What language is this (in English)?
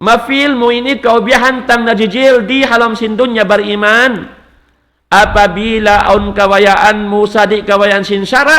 Tausug